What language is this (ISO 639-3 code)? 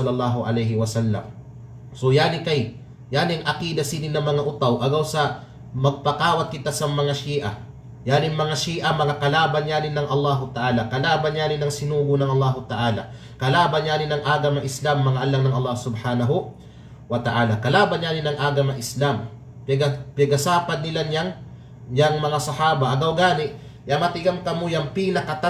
kqe